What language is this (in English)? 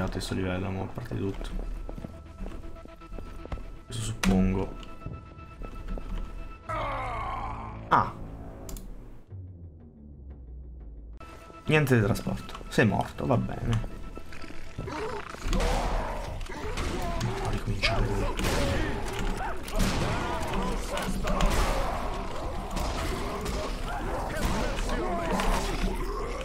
Italian